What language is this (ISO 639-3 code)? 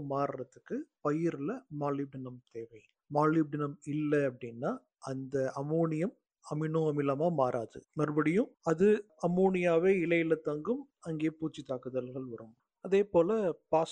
tam